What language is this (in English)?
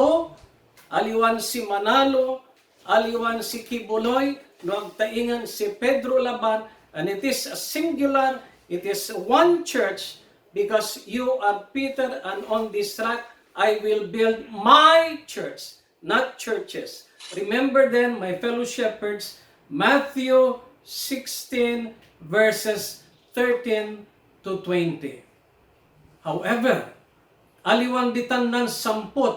Pangasinan